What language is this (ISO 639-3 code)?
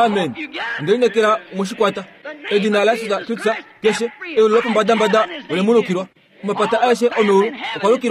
kua